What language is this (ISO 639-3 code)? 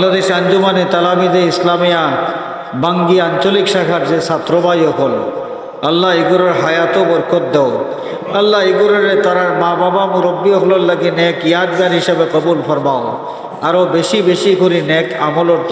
syl